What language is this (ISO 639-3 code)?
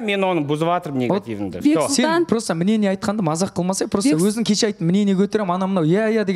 kaz